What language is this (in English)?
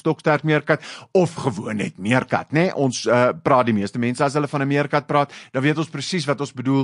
Afrikaans